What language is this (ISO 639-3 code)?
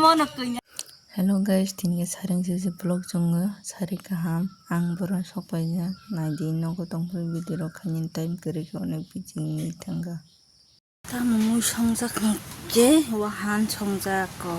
trp